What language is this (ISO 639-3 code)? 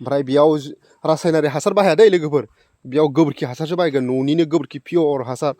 brx